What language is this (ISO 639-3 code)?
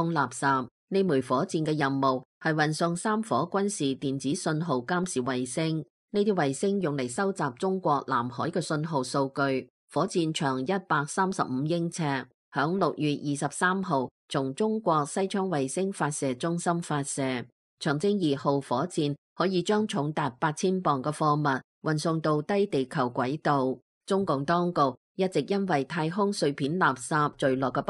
yue